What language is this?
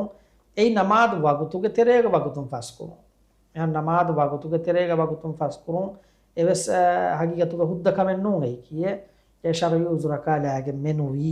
Divehi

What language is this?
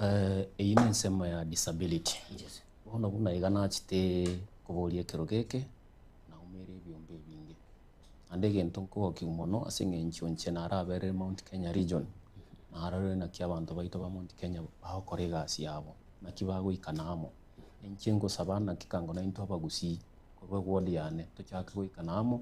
Gusii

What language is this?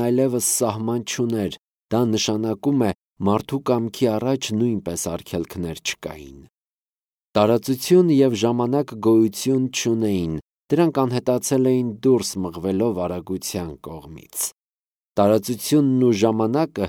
Armenian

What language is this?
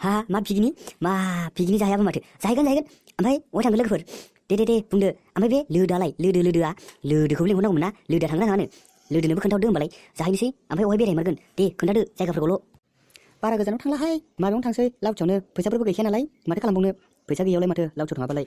Bodo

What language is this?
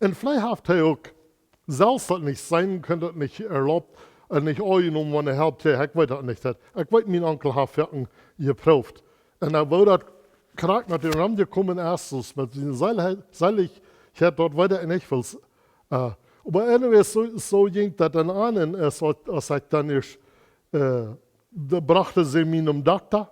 Plautdietsch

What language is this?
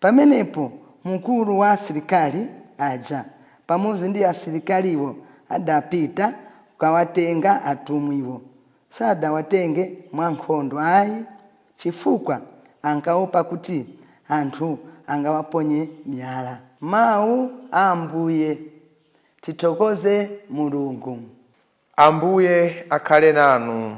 Nyanja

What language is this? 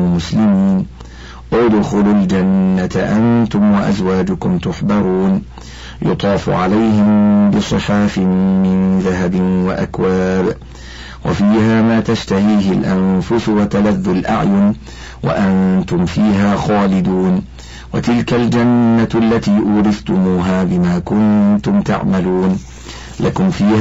Arabic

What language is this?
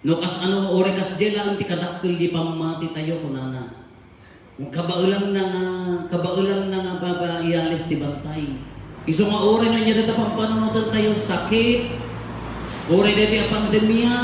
Iloko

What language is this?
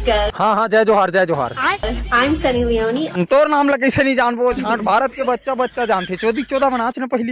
Chhattisgarhi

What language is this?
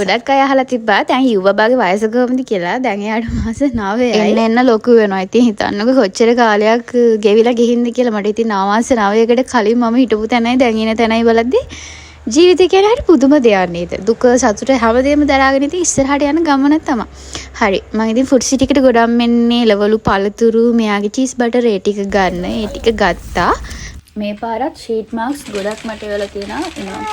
Sinhala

